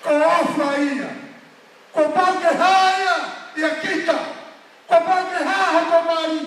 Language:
Tongan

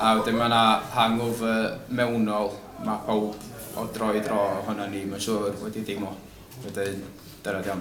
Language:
Welsh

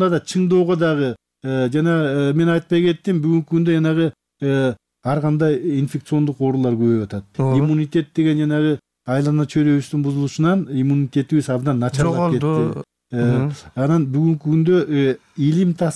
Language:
Kyrgyz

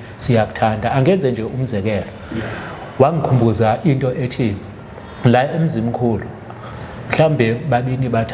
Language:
Zulu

